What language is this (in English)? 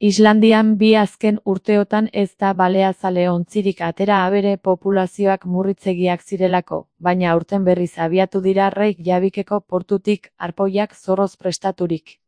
Basque